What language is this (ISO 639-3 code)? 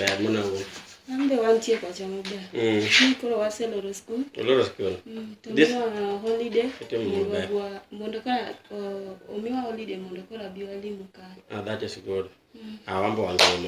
luo